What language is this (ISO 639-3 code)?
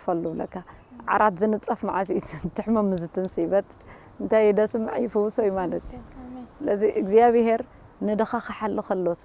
tir